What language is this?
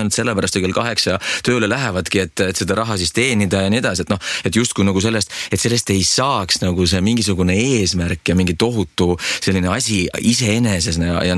Estonian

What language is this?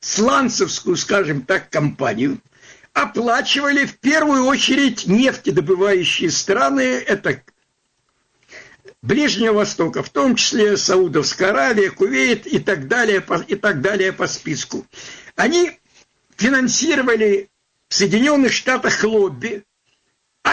Russian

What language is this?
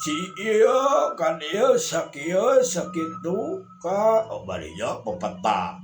Sundanese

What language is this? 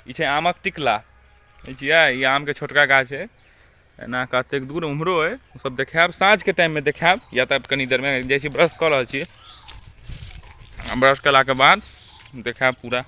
Maithili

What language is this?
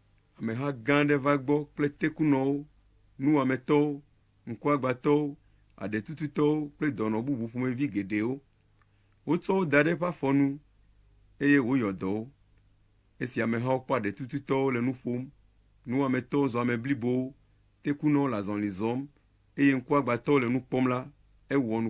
Ewe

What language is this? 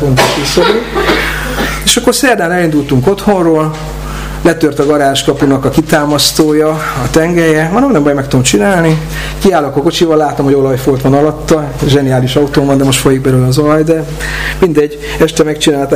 Hungarian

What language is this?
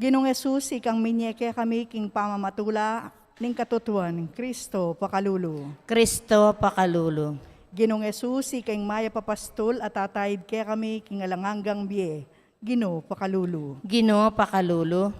Pampanga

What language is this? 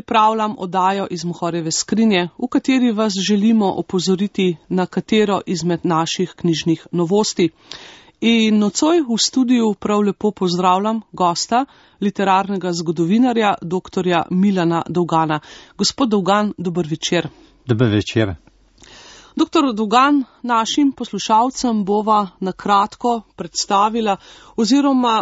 Slovenian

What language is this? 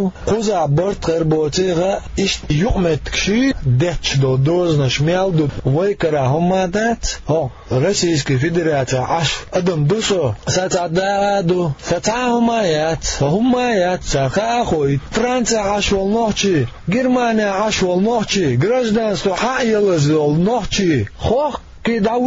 Chechen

